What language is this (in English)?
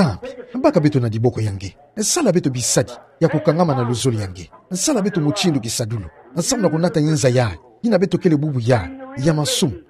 Kituba (Democratic Republic of Congo)